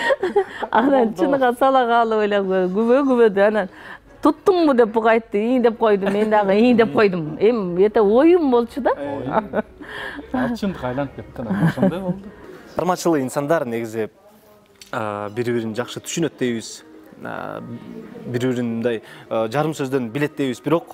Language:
Kyrgyz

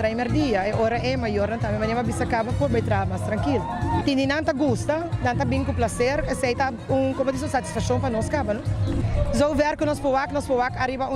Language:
Papiamento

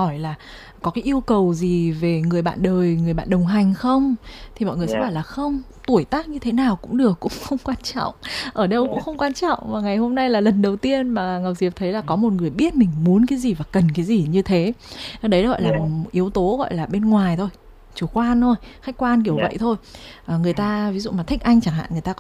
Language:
Vietnamese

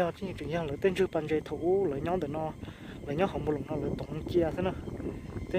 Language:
Hmong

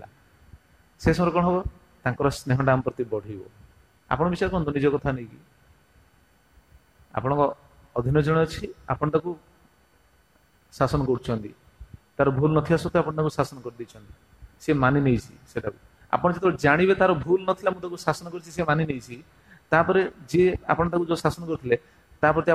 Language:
Odia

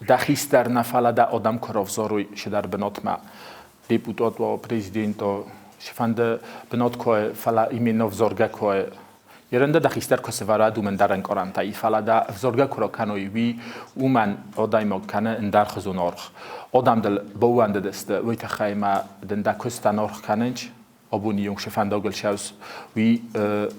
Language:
Ossetic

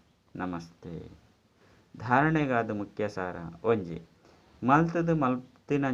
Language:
Tulu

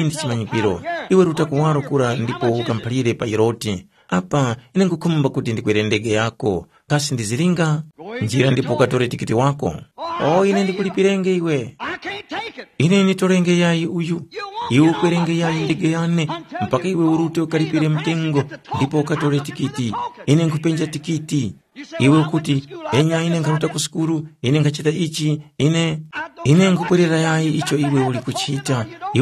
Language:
Tumbuka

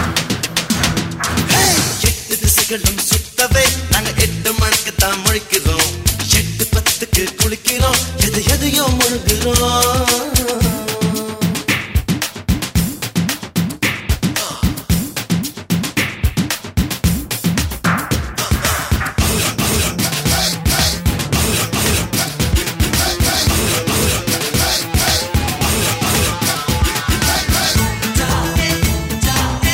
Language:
Tamil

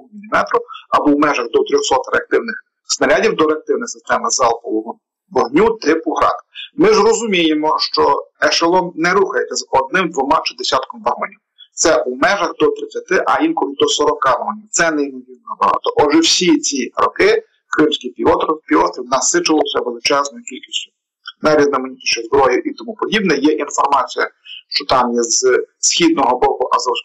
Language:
Ukrainian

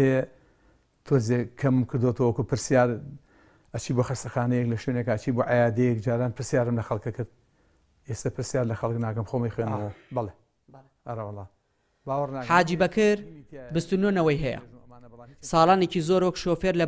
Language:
Central Kurdish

